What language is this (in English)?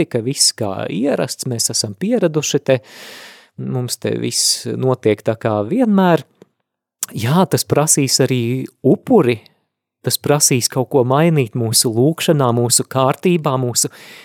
Latvian